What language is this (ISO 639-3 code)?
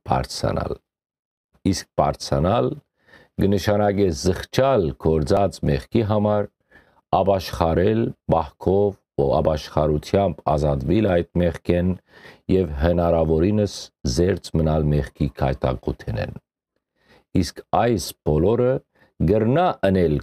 hyw